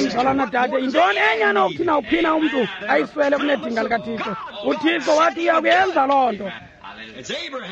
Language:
Xhosa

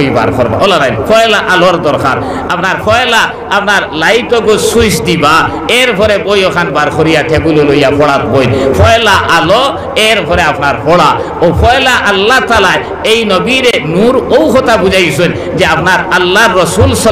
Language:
Sylheti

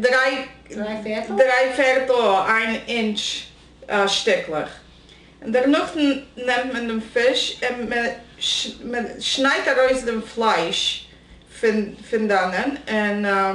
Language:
Yiddish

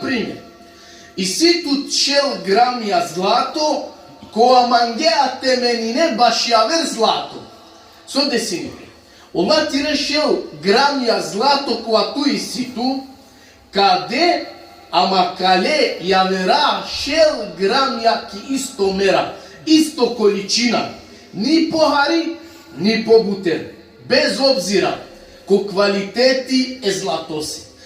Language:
Balkan Romani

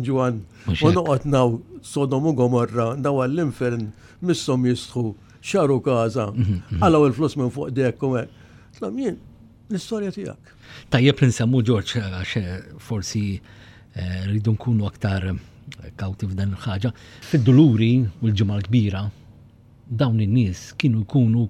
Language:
Maltese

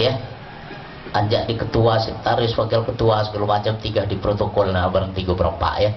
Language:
Lampung Nyo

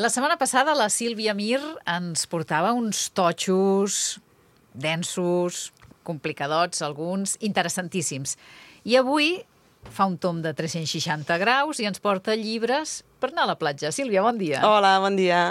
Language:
Catalan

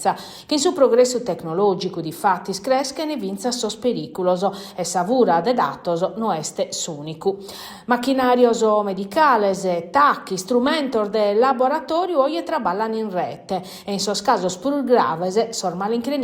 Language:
Sardinian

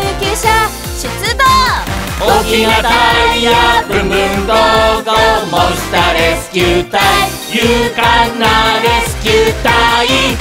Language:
Japanese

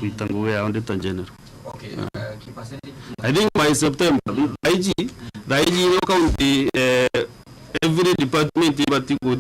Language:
Meru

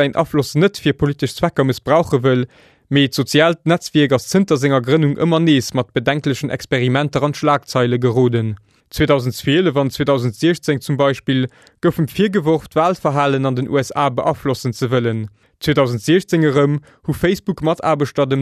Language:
Luxembourgish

